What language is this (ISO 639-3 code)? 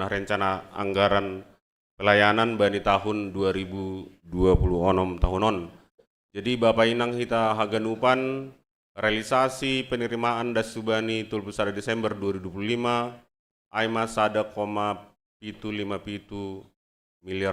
bts